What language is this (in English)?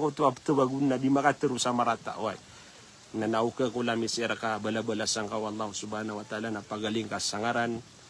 Maranao